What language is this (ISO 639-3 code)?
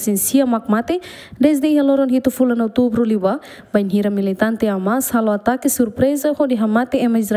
tet